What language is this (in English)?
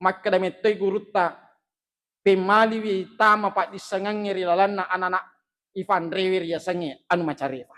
Buginese